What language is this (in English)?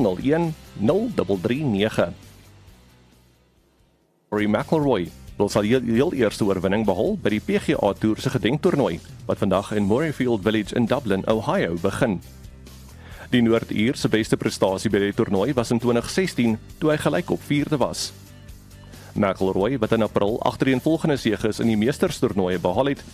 Afrikaans